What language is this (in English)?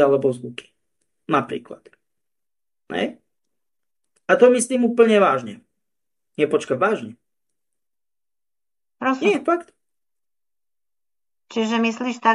Slovak